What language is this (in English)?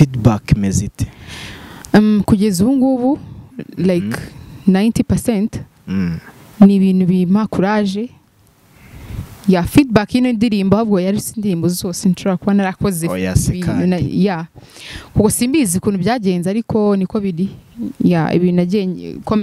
Kinyarwanda